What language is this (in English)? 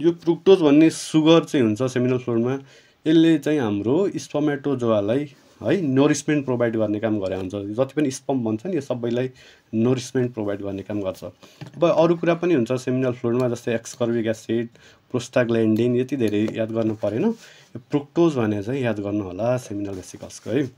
Nepali